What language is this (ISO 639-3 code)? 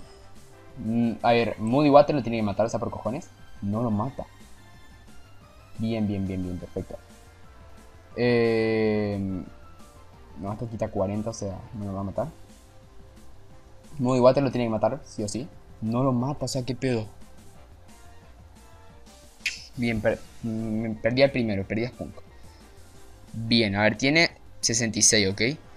spa